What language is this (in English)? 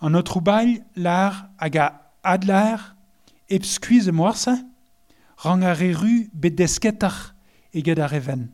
Breton